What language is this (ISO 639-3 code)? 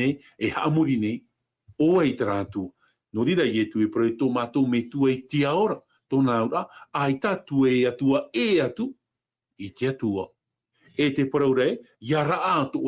tah